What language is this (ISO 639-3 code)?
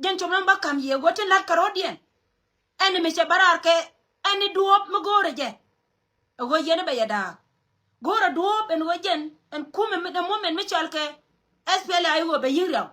nus